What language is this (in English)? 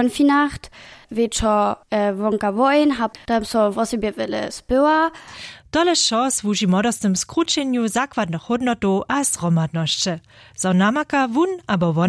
Upper Sorbian